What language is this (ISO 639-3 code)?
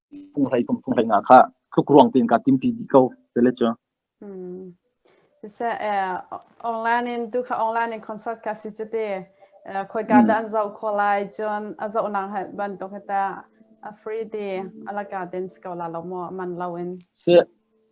cnh